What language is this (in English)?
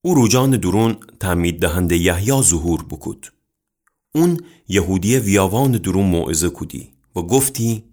Gilaki